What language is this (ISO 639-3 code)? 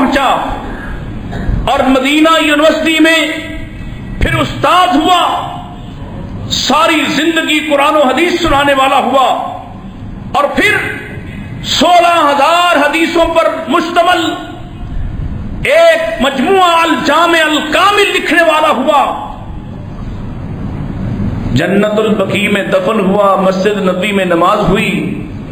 urd